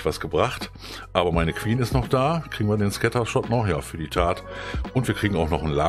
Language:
German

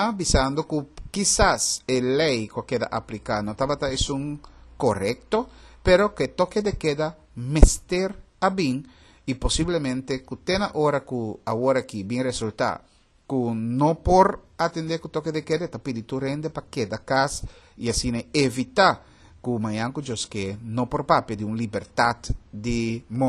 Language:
Papiamento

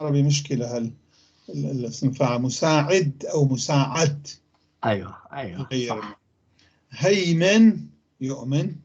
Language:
North Levantine Arabic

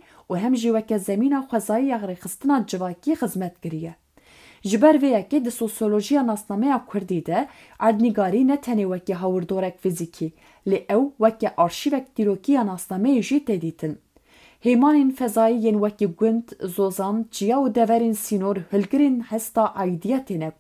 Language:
Kurdish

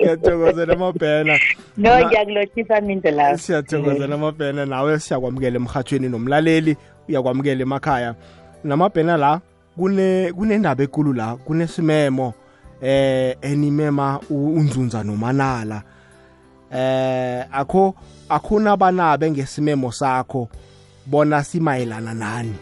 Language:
South Ndebele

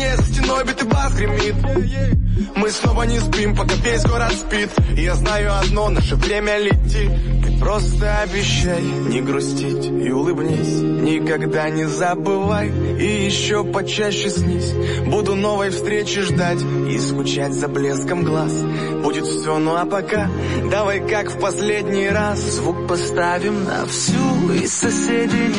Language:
Russian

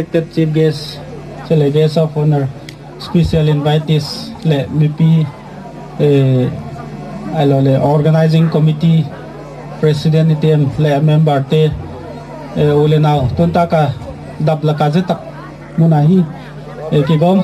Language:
Gangte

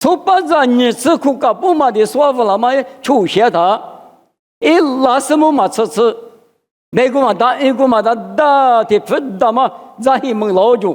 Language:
Lisu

